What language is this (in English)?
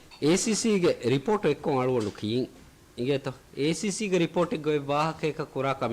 Divehi